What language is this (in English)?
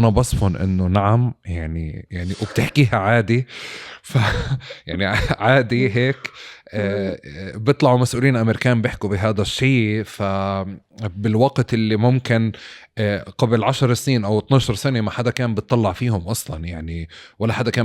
North Levantine Arabic